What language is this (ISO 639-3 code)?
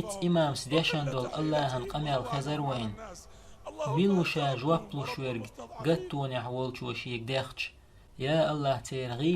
che